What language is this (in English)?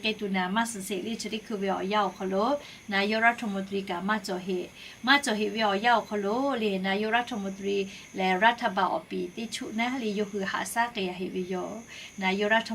Lahu